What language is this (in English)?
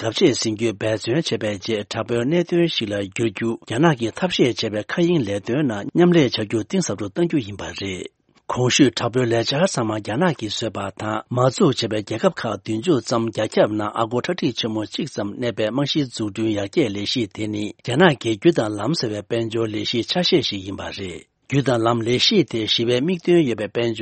Tibetan